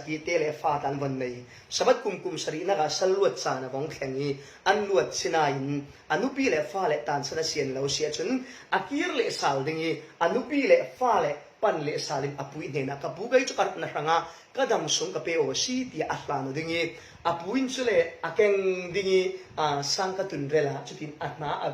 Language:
Falam Chin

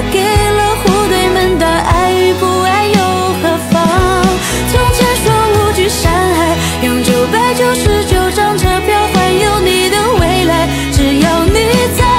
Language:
Chinese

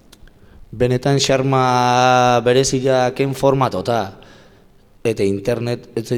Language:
Basque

